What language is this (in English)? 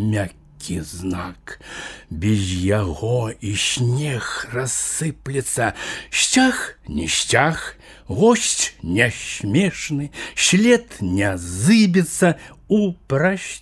Belarusian